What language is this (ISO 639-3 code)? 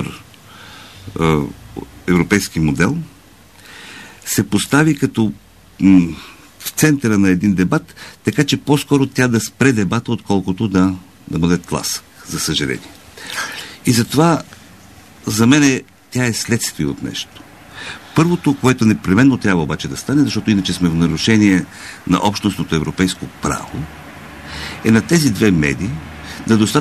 bul